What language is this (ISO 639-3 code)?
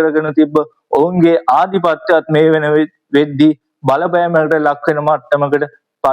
sin